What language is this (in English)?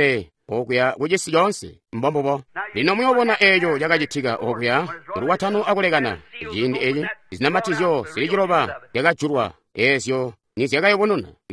Tonga (Zambia)